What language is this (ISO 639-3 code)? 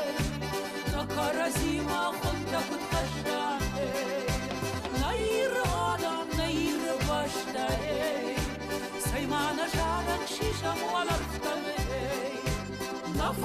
oss